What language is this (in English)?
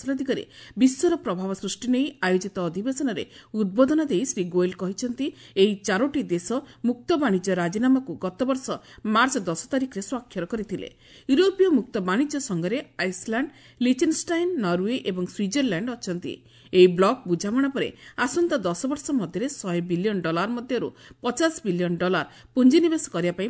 Odia